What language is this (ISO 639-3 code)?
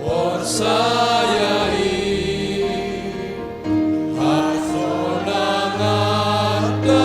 bts